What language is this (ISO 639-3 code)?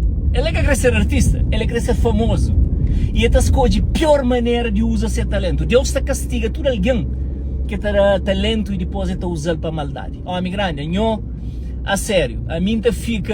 kea